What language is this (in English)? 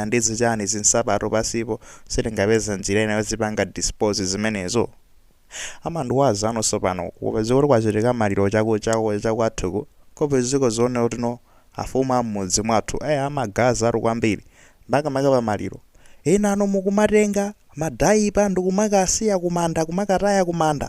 Nyanja